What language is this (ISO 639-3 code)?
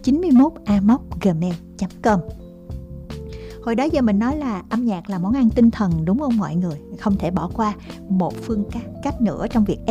vie